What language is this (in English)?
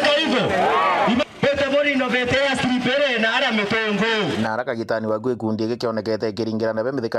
Meru